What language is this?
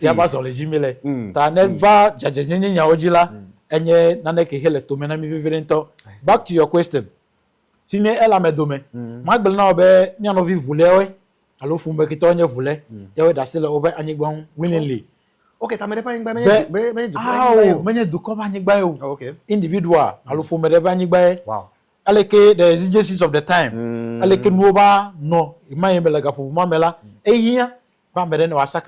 Ewe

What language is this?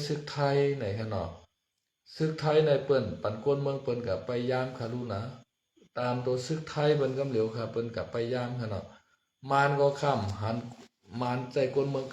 Shan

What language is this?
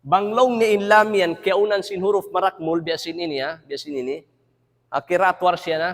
Tausug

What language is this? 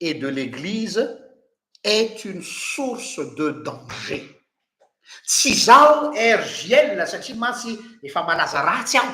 Malagasy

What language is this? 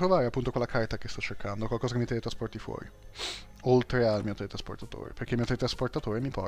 Italian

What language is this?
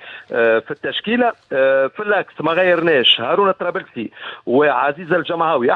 Tunisian Arabic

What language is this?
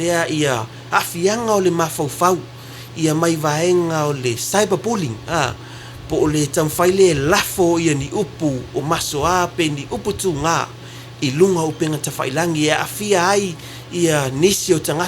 Samoan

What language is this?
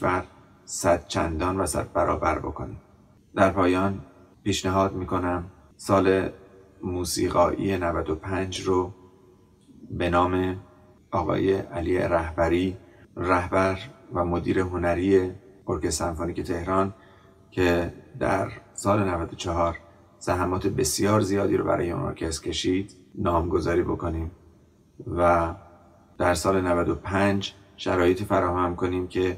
Persian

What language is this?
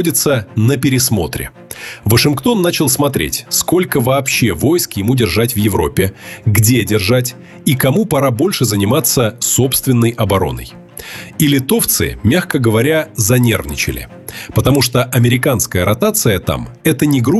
Russian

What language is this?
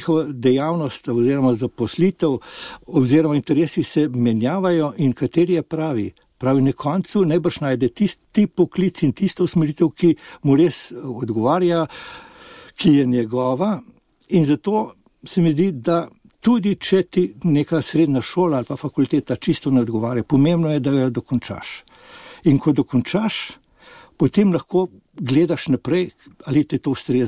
Slovenian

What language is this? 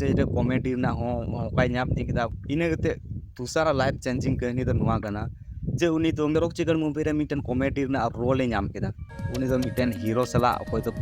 Santali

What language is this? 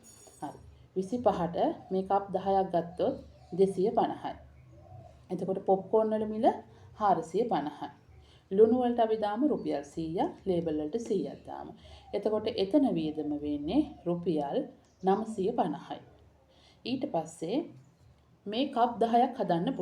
Sinhala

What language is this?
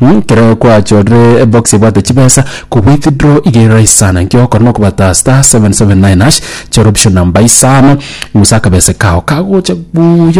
Gusii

